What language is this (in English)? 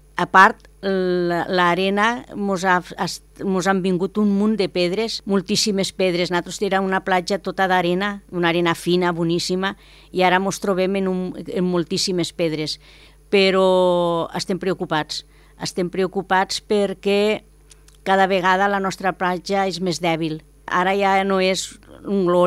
Catalan